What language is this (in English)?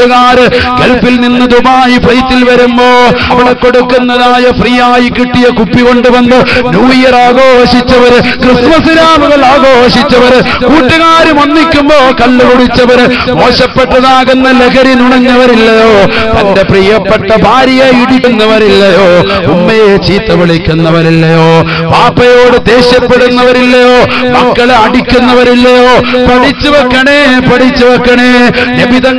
Malayalam